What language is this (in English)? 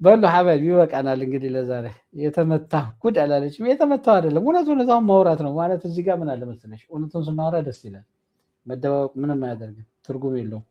Amharic